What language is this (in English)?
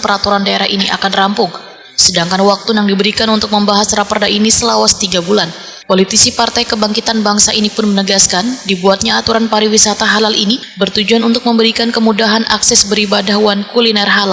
Banjar